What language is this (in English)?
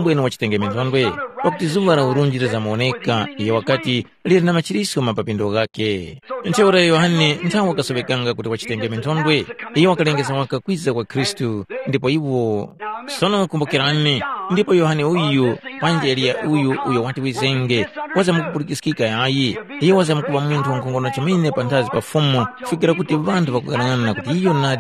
Tumbuka